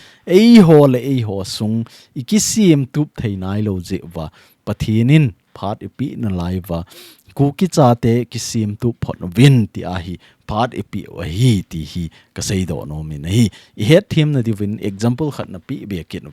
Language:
Thado Chin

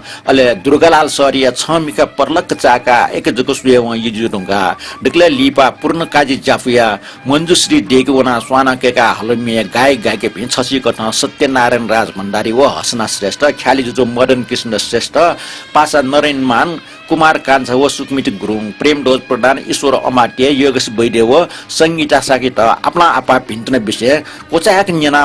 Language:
Newari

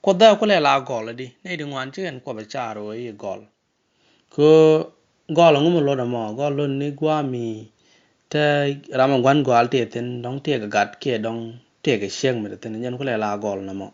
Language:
Nuer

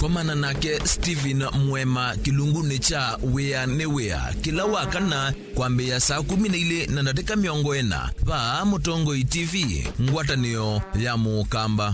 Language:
Kamba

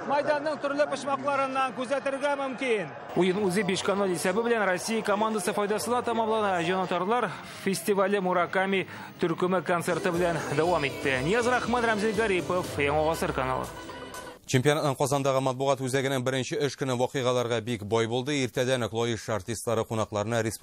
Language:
Tatar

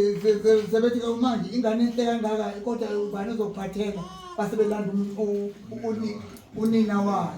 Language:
Zulu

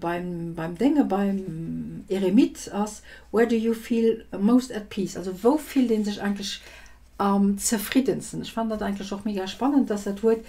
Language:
Luxembourgish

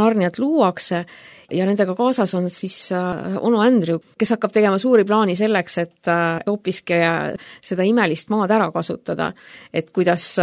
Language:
Estonian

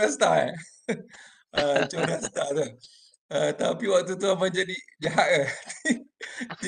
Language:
Malay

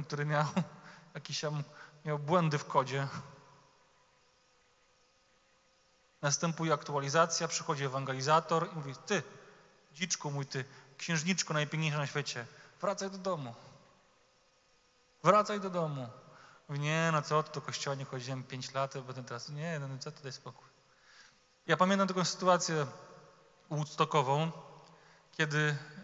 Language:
Polish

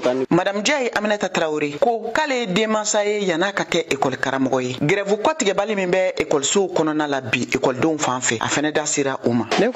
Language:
Bambara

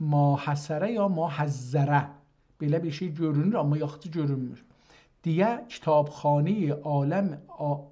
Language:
South Azerbaijani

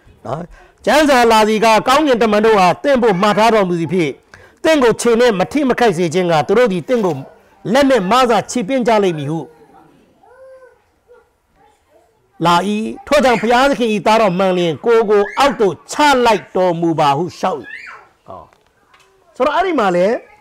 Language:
Burmese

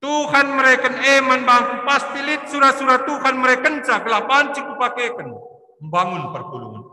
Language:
Batak Karo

